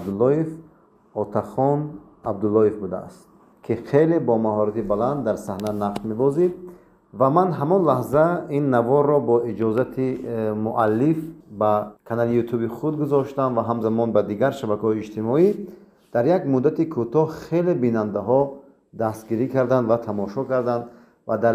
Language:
Tajik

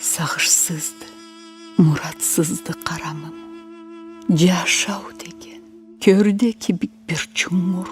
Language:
Karachay-Balkar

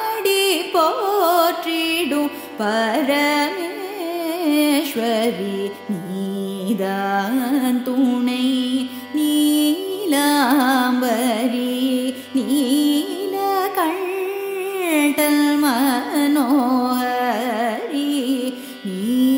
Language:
Tamil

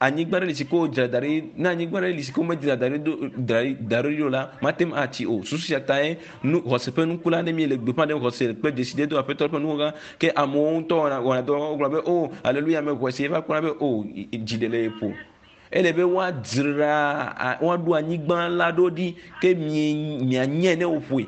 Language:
Ewe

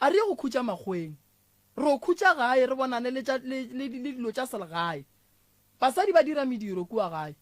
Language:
Northern Sotho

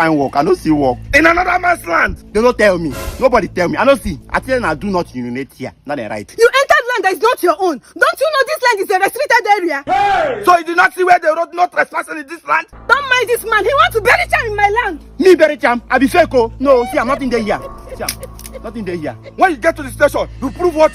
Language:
Nigerian Pidgin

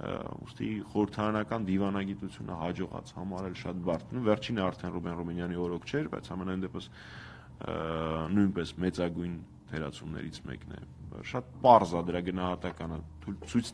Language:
Armenian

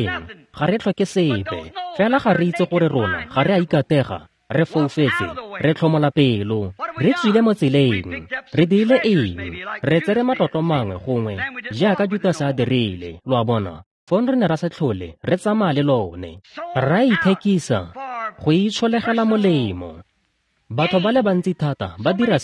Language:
Tswana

